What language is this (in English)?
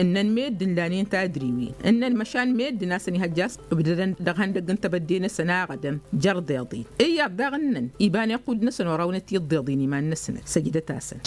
Tamasheq